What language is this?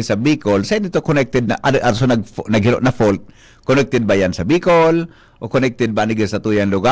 Bikol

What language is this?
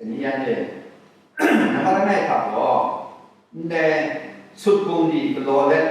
Kachin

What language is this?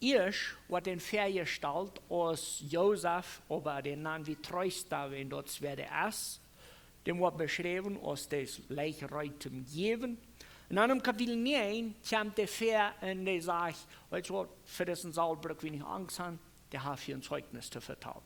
Plautdietsch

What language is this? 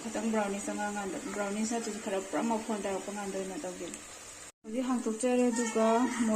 Manipuri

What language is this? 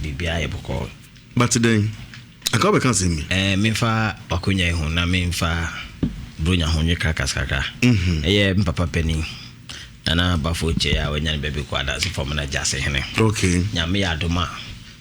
Akan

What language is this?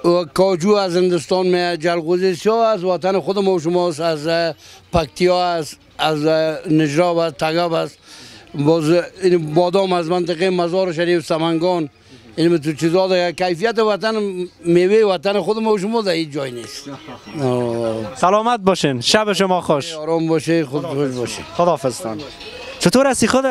Persian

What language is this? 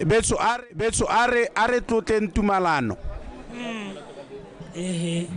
Tswana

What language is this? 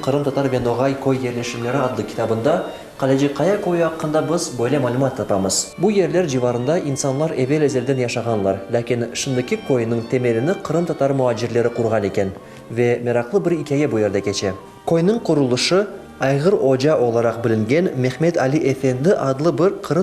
Crimean Tatar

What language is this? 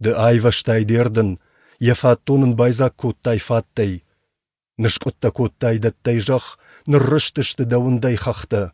Ossetic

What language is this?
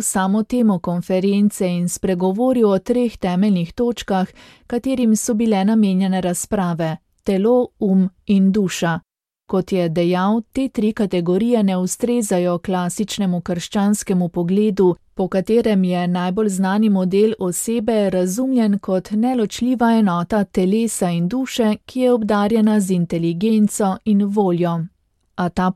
Slovenian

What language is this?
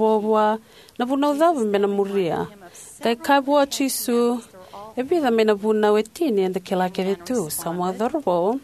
Fijian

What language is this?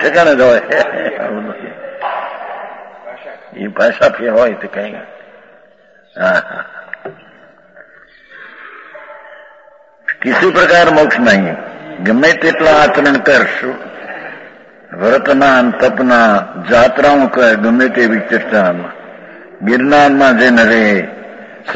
Gujarati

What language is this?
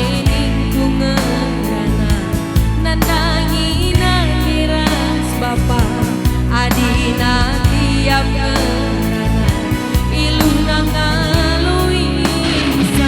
Batak Karo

